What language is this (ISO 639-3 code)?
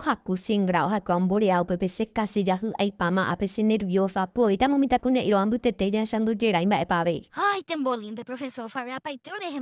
grn